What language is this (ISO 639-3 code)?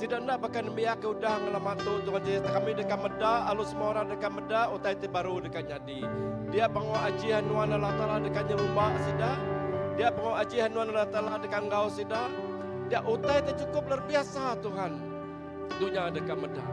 iba